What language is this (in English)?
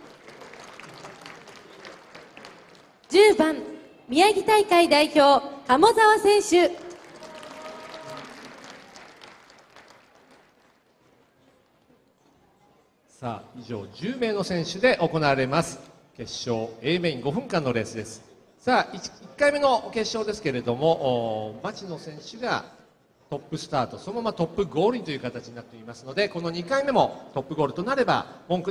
Japanese